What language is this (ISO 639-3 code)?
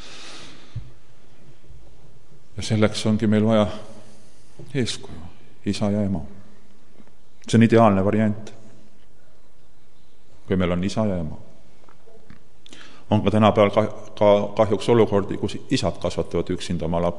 est